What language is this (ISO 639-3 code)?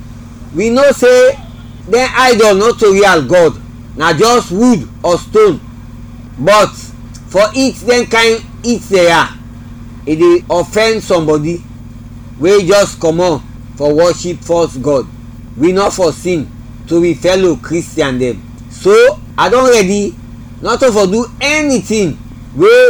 kri